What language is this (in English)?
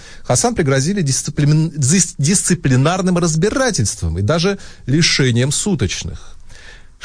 Russian